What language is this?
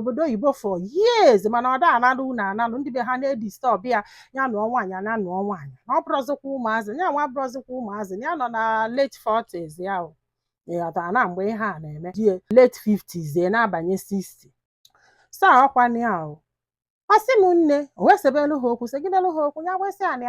Igbo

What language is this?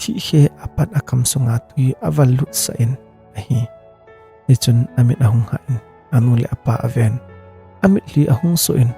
Thado Chin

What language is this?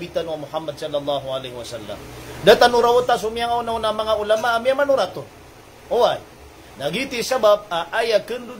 Maranao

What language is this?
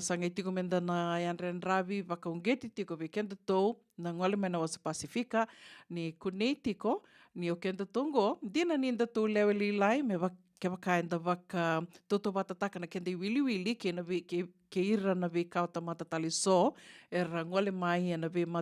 Fijian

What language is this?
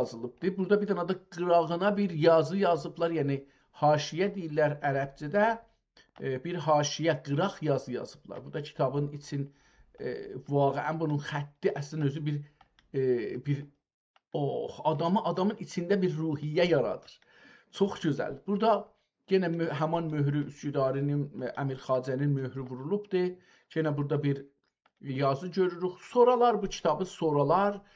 South Azerbaijani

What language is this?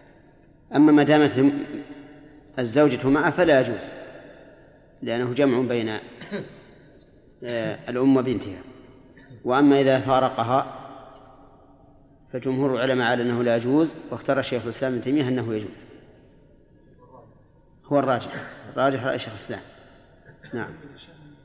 Arabic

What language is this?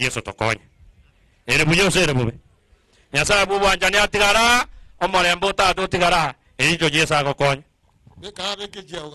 Gusii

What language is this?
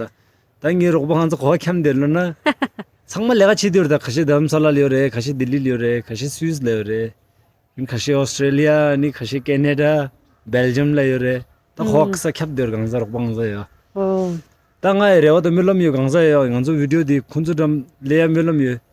Tibetan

